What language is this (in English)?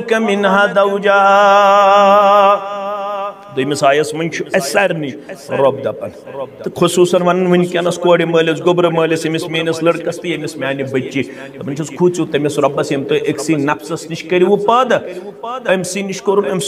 Kashmiri